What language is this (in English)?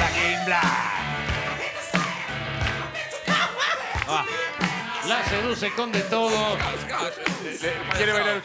Spanish